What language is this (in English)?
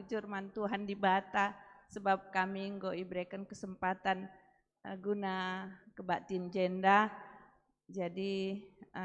Batak Karo